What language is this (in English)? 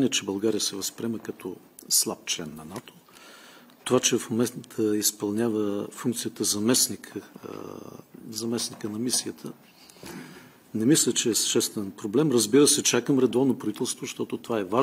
Bulgarian